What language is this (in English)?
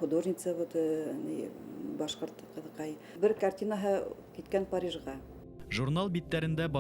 Bashkir